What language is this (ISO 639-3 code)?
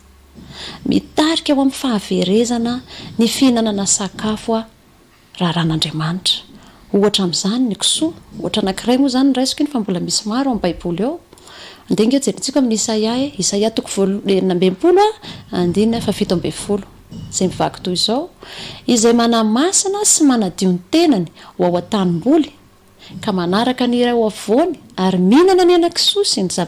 mlg